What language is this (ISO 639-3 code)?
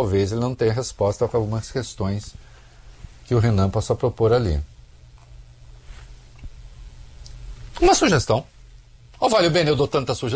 por